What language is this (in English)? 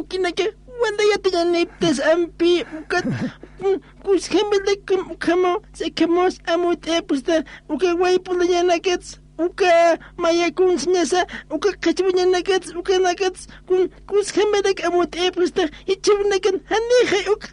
Aymara